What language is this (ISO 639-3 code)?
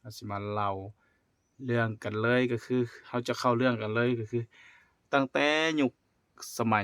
lao